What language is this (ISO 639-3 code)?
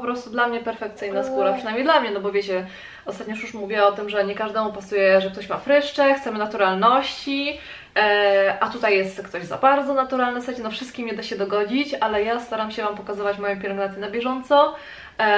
pol